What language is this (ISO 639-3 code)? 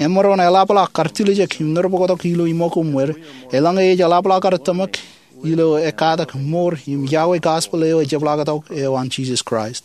mah